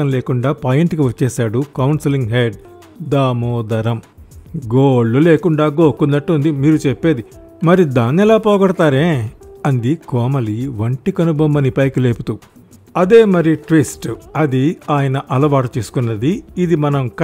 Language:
Telugu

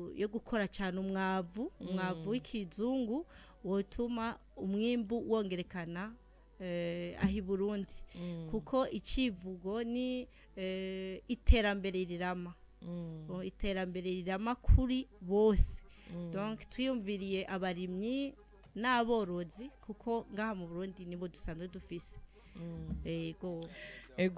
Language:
Rundi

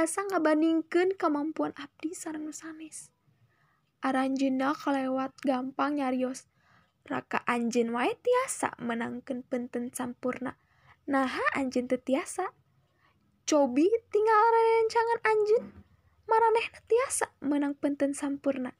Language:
Sundanese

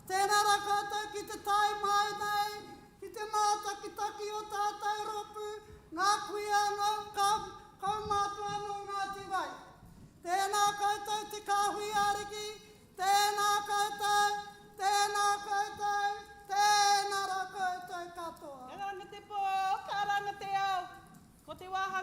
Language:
Māori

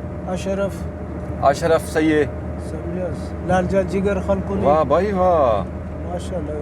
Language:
Brahui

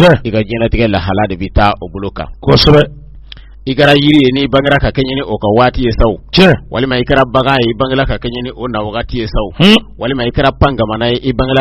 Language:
Bambara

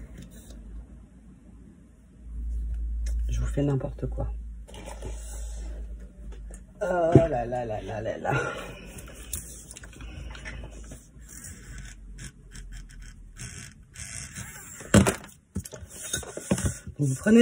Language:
French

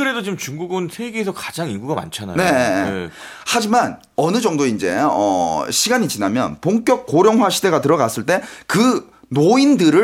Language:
Korean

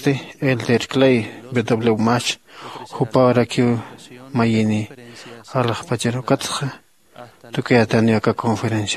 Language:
Aymara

